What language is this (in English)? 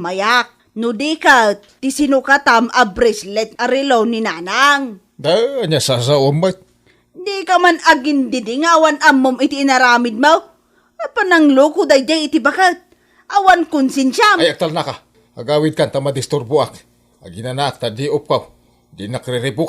Iloko